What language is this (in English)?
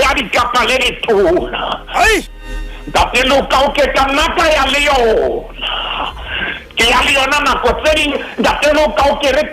Southern Sotho